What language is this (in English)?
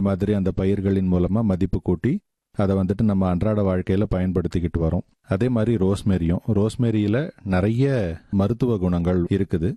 Tamil